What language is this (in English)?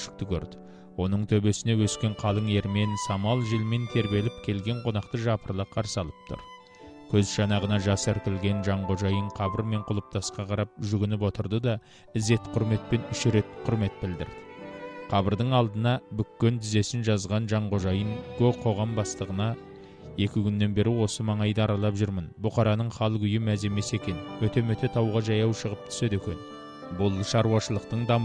Kazakh